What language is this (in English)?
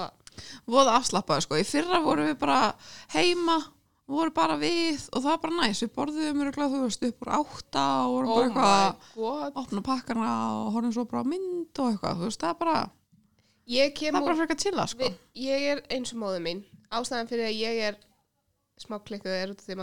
Icelandic